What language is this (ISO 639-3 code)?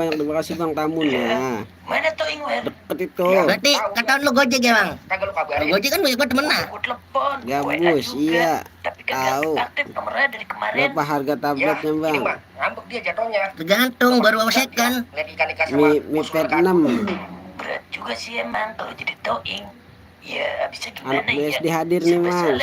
bew